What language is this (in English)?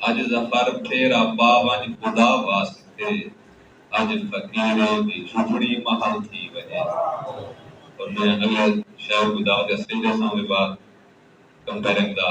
Saraiki